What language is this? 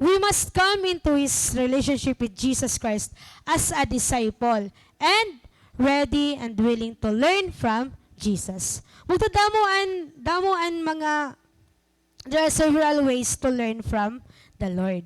Waray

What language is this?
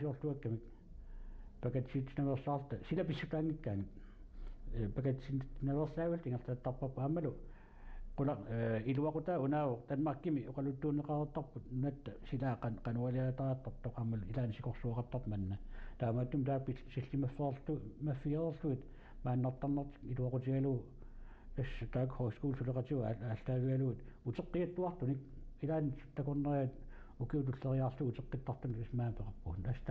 Kalaallisut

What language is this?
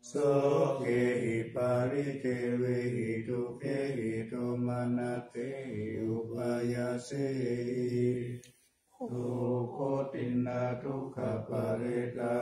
Pali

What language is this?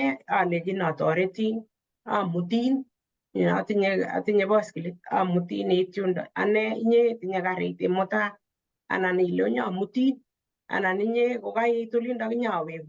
Kalenjin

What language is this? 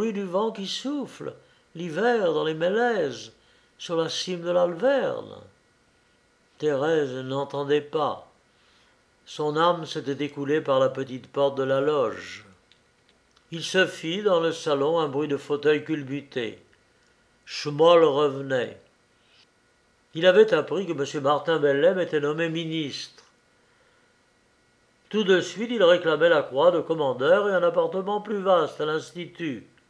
French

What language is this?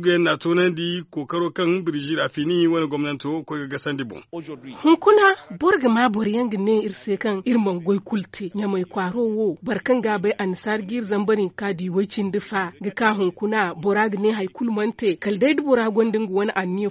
Zarma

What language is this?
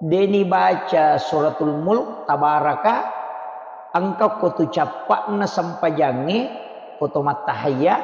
Buginese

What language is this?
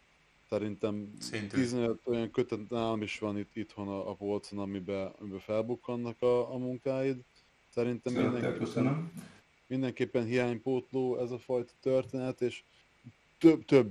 Hungarian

